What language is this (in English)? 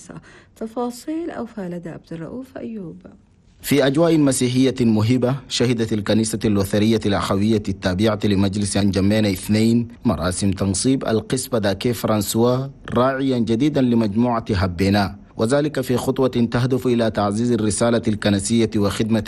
Arabic